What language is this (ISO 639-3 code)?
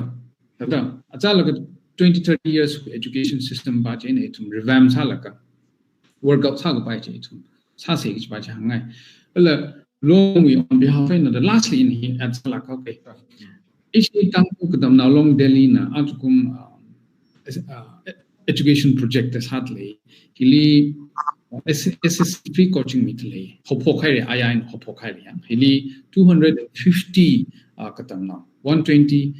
nmf